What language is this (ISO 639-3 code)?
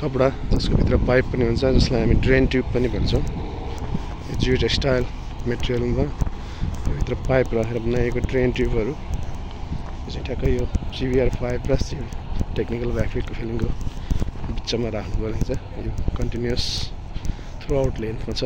nep